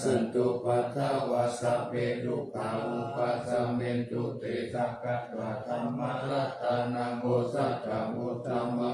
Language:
Pali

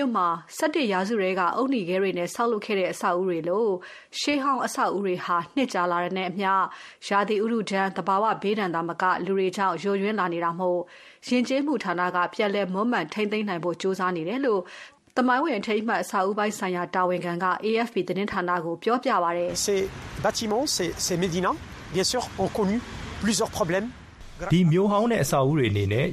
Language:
Burmese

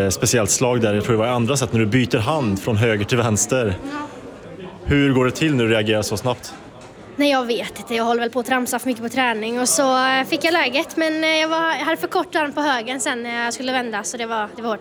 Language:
Swedish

